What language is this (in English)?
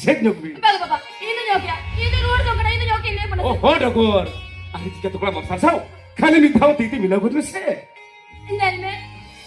Santali